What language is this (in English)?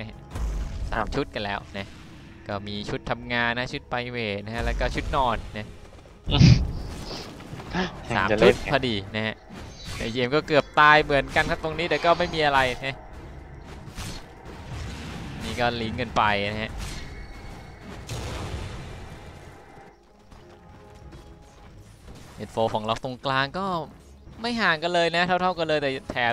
Thai